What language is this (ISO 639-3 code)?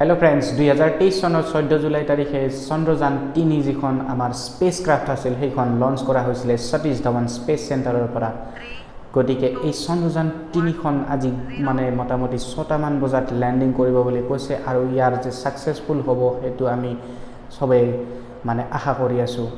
asm